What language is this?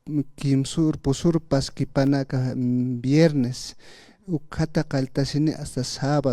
Aymara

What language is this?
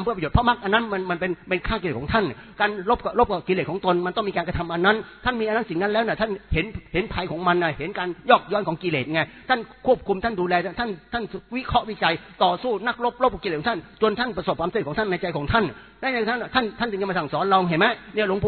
Thai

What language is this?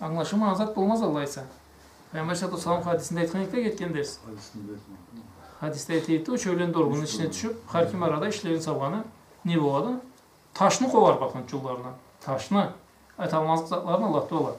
Karachay-Balkar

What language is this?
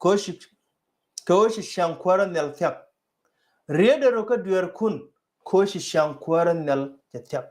Nuer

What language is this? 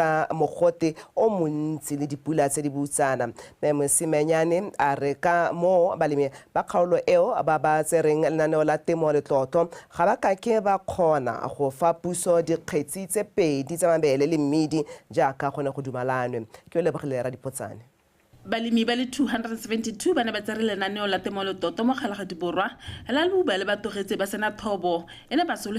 Tswana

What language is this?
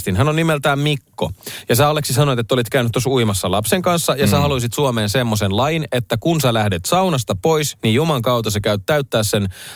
Finnish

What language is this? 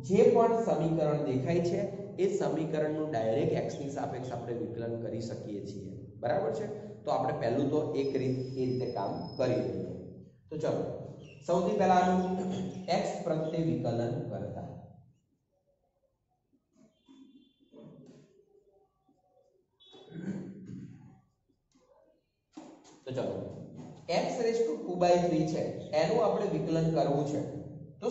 Gujarati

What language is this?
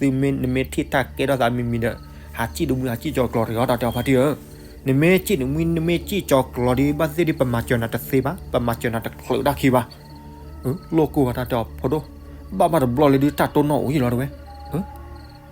S'gaw Karen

